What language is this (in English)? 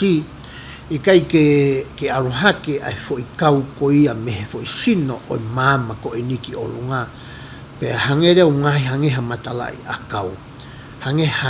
Tongan